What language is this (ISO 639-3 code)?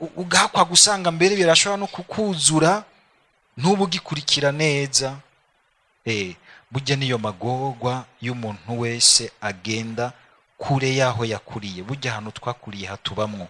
run